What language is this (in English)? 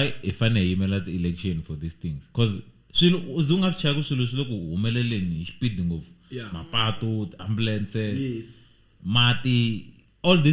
Tsonga